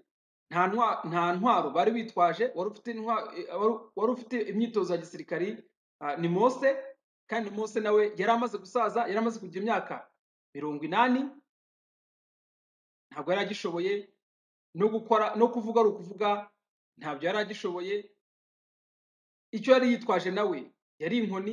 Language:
Kinyarwanda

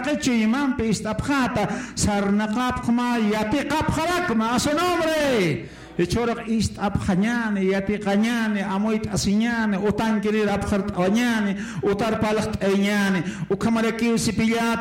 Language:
Aymara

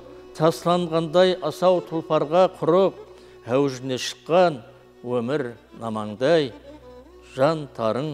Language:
Kara-Kalpak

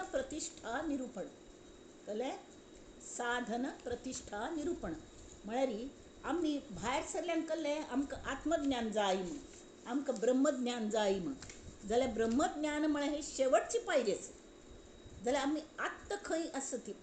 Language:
Konkani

